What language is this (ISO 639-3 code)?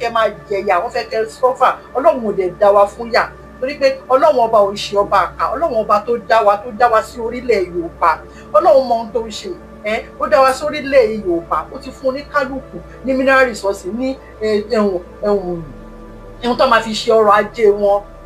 yor